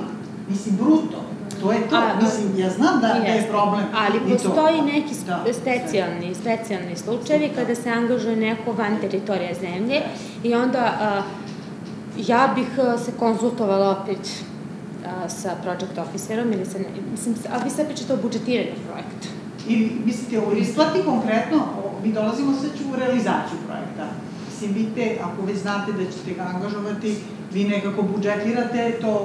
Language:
Serbian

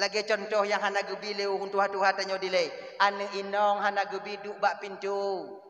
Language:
Achinese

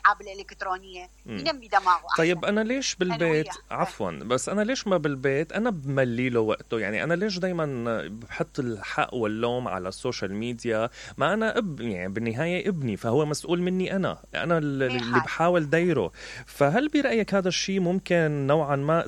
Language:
Mesopotamian Arabic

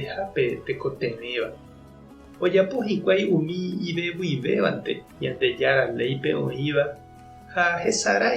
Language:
Guarani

